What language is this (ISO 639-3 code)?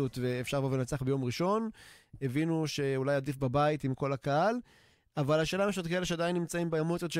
heb